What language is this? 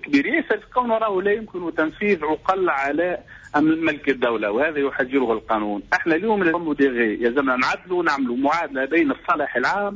Tunisian Arabic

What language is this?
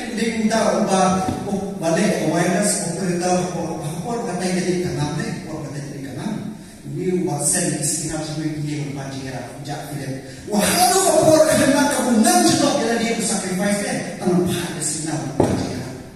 Khasi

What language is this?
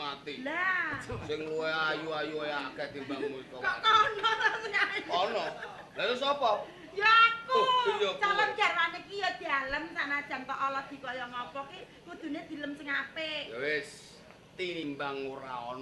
Javanese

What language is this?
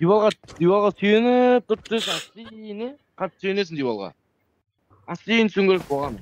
Kara-Kalpak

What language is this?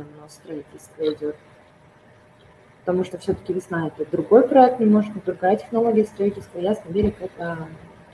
Russian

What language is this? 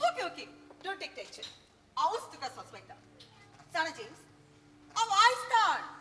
Konkani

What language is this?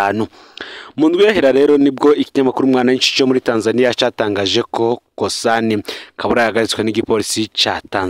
Rundi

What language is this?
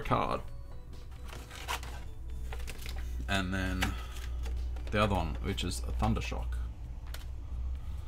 English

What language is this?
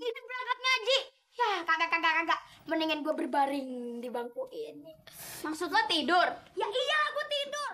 Betawi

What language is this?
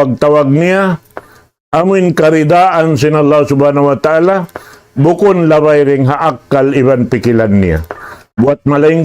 Tausug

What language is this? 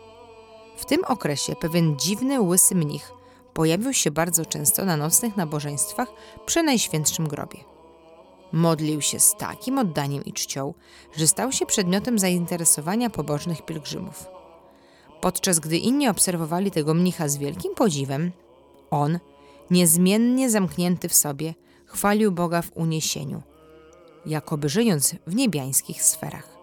Polish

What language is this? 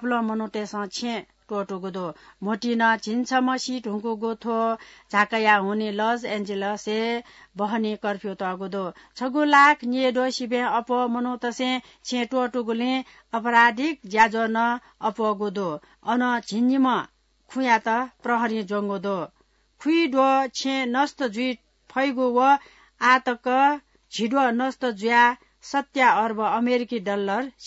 Newari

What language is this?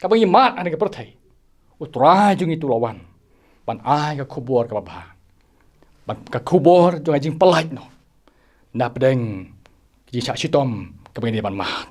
Khasi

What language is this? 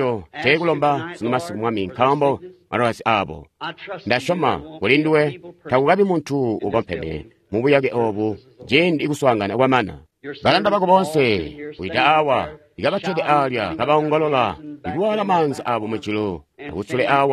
Tonga (Zambia)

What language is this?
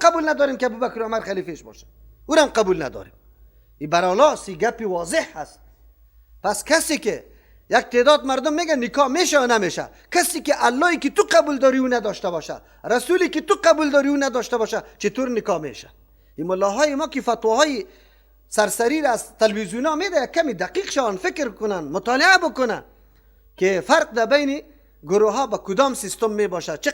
Persian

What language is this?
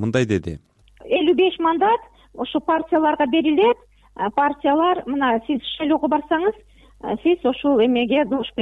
Kyrgyz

